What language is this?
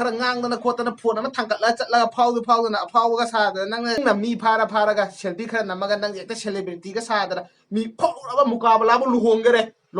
Manipuri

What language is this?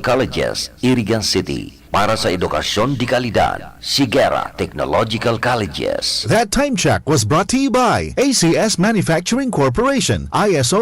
Bikol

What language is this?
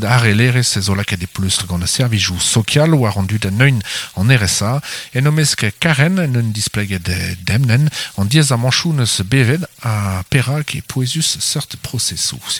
Breton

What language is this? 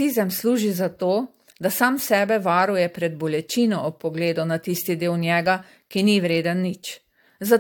Slovenian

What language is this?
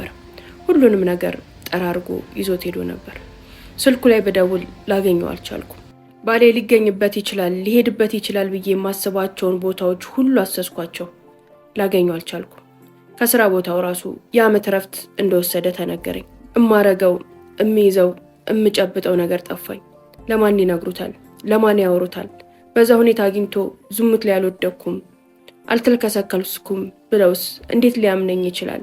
Amharic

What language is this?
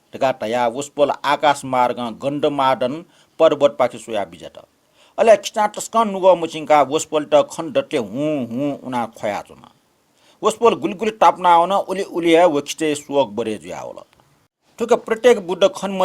Newari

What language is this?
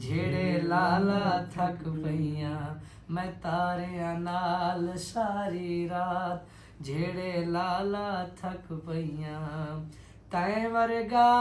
Saraiki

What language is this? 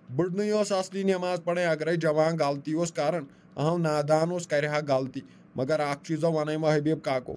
Kashmiri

